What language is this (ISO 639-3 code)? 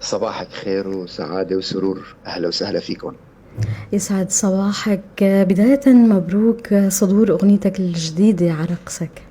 apc